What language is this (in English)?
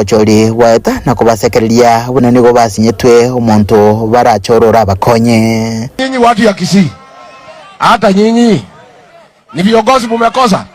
Gusii